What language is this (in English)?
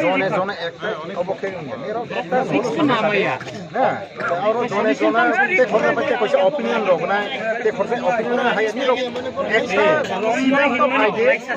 Kok Borok